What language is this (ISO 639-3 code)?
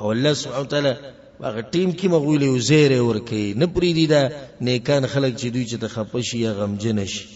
pus